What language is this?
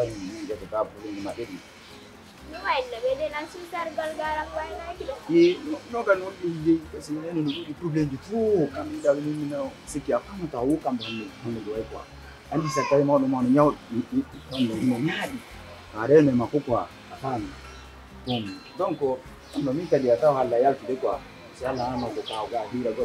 Pular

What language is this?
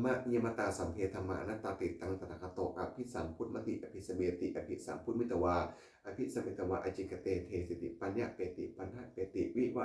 Pali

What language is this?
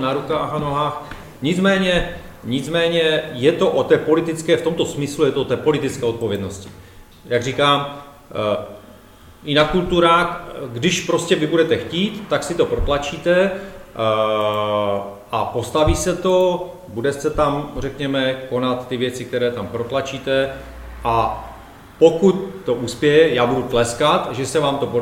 Czech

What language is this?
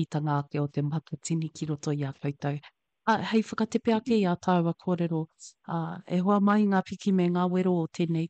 Māori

